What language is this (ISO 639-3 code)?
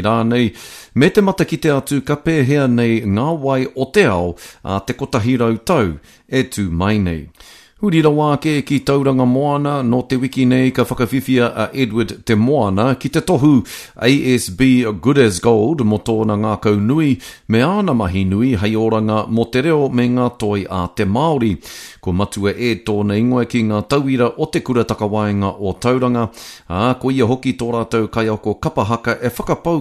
mri